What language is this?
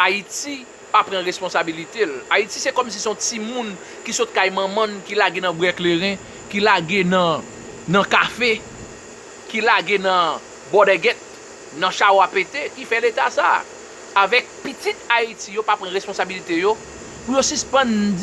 Haitian Creole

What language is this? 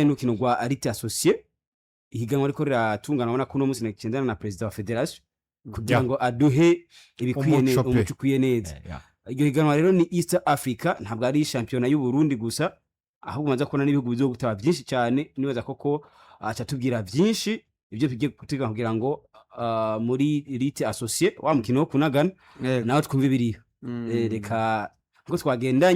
Rundi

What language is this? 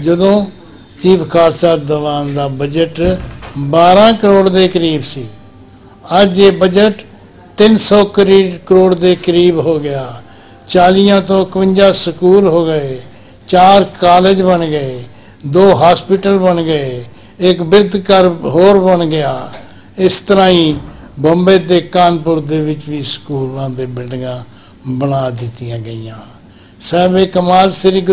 Punjabi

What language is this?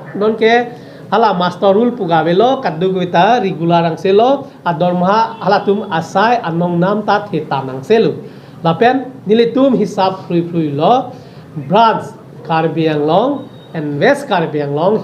Karbi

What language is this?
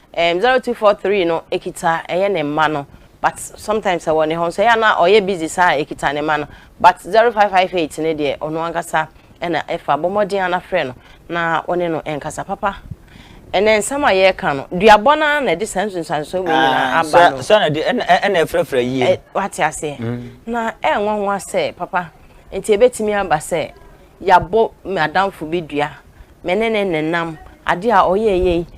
Akan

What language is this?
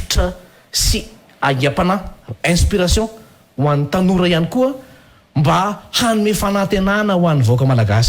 Malagasy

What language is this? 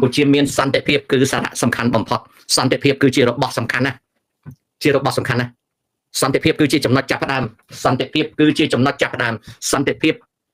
Khmer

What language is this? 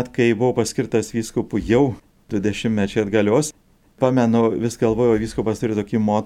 Lithuanian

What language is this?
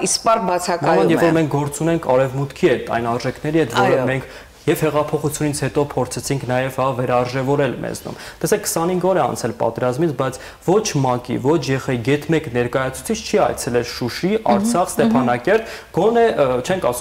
Armenian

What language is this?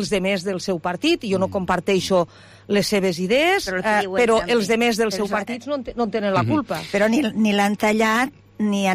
Catalan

